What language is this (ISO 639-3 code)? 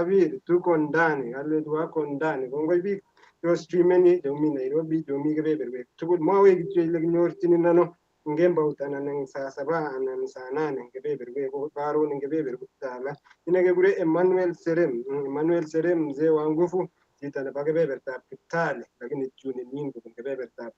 kln